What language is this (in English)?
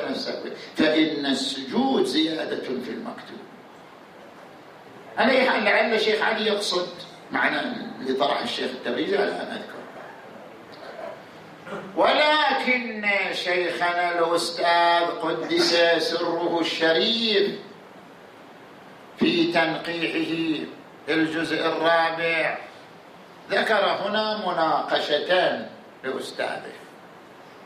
Arabic